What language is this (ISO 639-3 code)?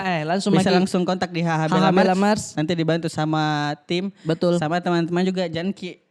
mfp